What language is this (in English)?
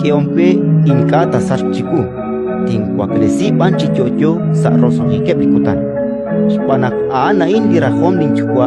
Kekchí